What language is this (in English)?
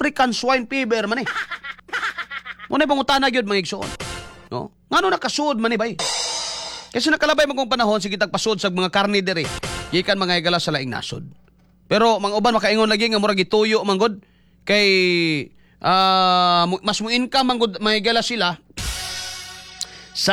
Cebuano